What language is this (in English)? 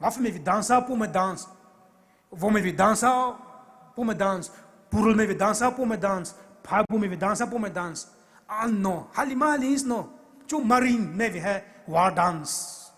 Poumei Naga